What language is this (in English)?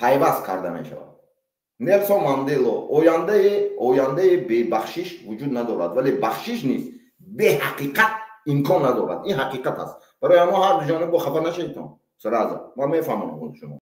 Tajik